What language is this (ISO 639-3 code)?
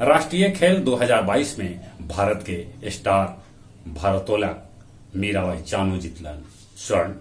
mag